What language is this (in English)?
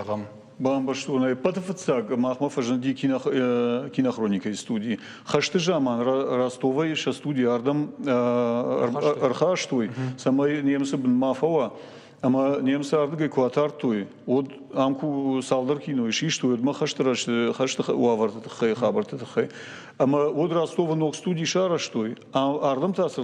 Ossetic